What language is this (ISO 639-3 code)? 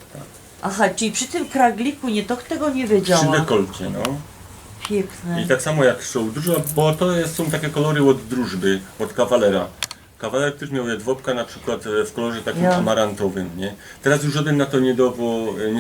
szl